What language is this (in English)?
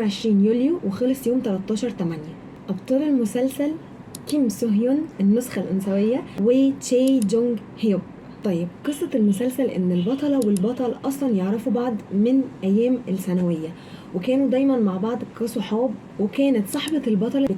Egyptian Arabic